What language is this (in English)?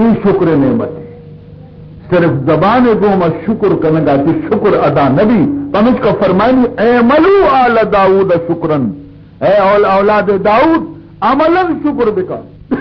Baluchi